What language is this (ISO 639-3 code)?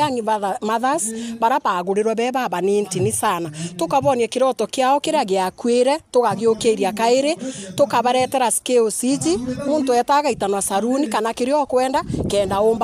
mer